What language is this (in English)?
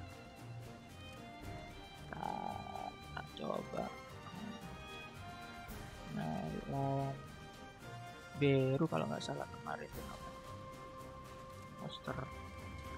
Indonesian